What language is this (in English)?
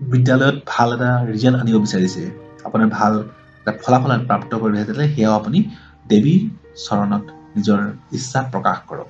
Assamese